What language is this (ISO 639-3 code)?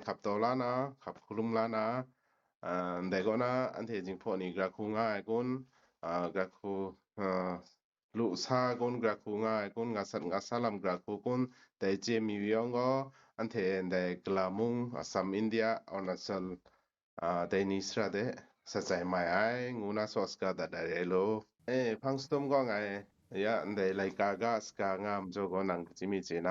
kac